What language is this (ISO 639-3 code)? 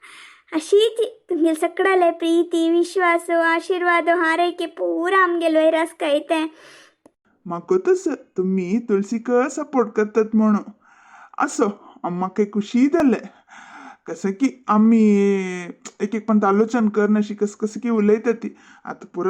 kok